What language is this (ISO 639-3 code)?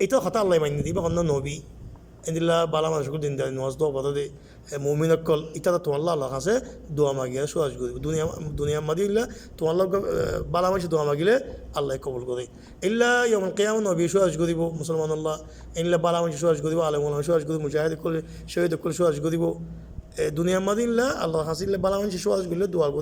rhg